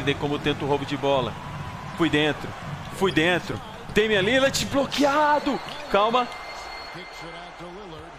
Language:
Portuguese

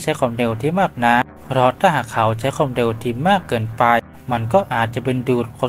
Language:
Thai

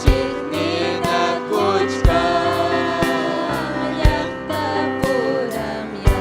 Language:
Ayacucho Quechua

